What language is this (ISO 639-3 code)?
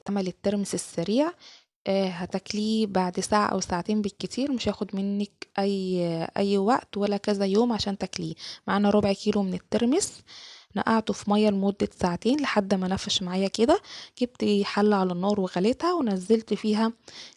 arz